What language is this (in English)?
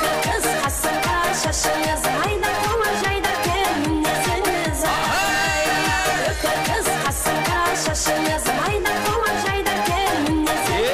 Kara-Kalpak